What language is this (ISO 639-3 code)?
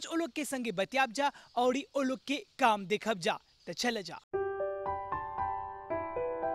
bho